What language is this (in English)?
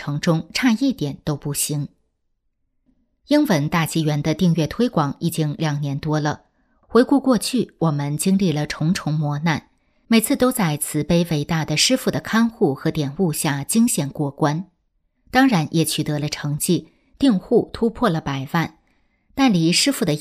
Chinese